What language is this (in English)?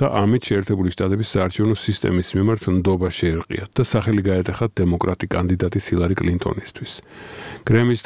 Georgian